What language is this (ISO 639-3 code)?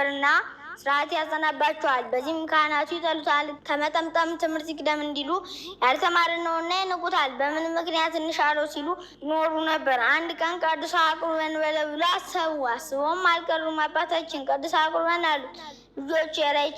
amh